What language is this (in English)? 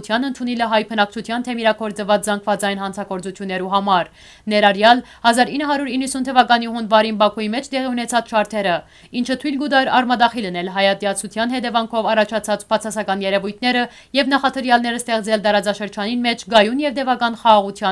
Western Armenian